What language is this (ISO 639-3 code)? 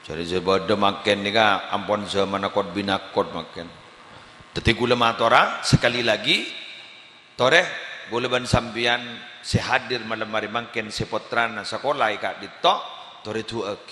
mad